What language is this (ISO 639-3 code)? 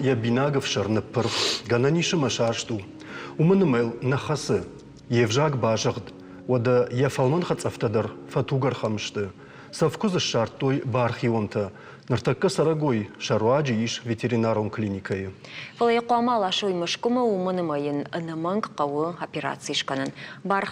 oss